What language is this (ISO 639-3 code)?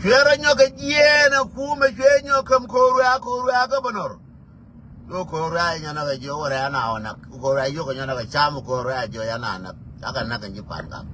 nus